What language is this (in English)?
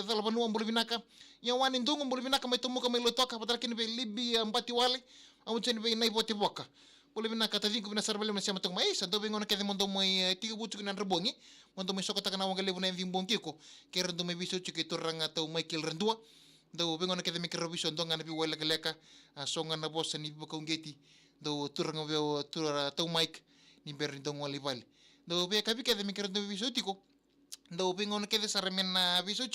Fijian